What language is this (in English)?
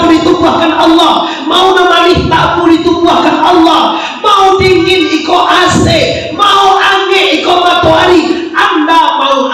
Minangkabau